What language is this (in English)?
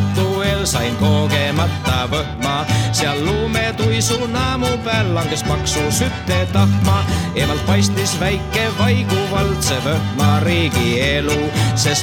Estonian